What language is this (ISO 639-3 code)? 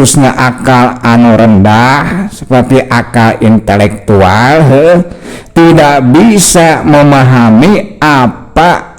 sun